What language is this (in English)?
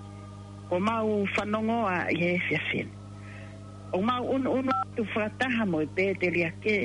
Tongan